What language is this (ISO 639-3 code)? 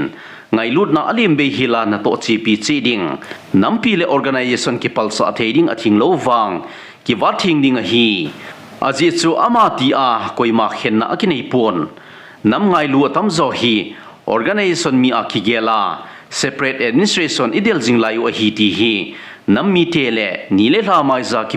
tcz